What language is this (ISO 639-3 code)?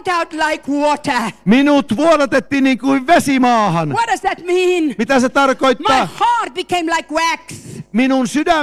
fin